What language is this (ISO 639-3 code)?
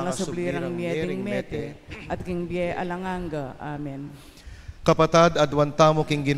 pam